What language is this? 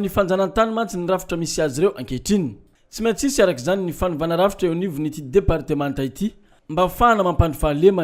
Malagasy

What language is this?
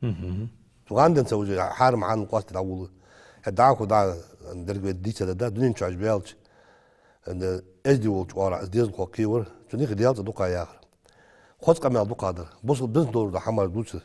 Ingush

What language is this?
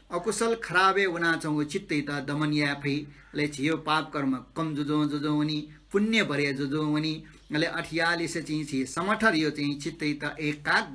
Newari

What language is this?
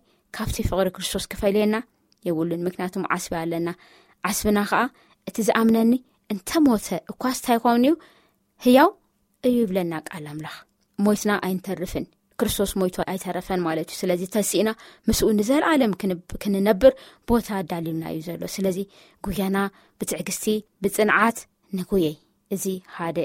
Tigrinya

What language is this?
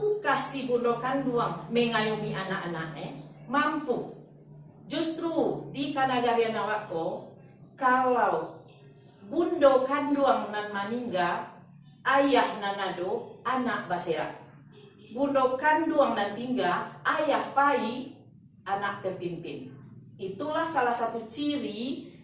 Minangkabau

